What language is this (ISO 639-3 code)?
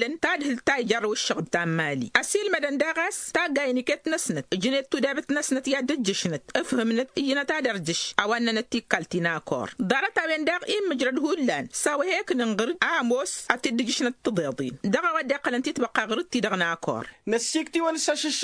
taq